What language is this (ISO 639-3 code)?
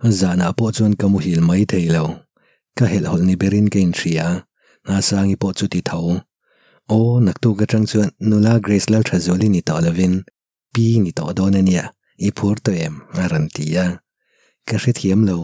lus